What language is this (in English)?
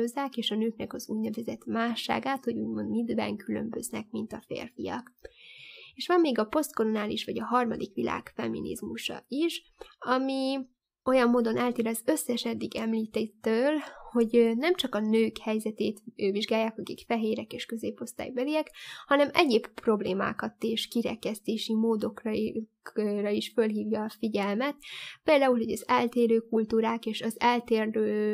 Hungarian